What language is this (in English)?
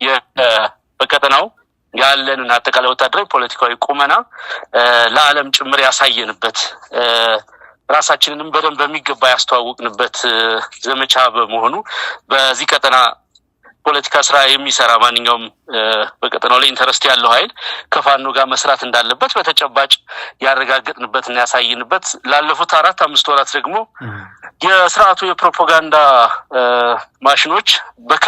Amharic